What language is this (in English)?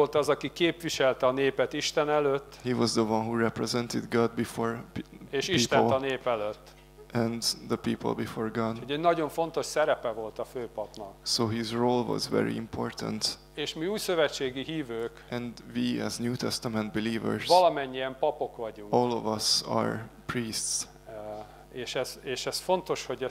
Hungarian